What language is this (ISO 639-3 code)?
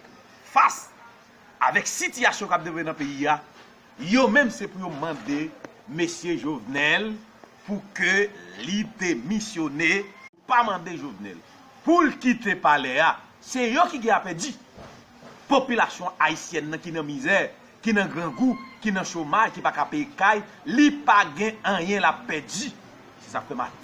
hat